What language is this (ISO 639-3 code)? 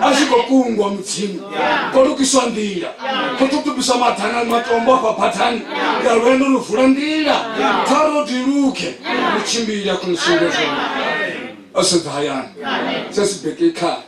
ven